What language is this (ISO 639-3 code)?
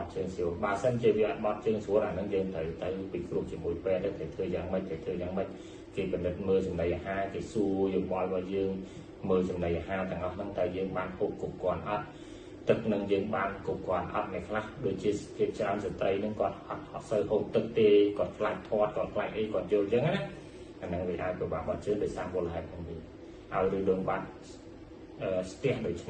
khm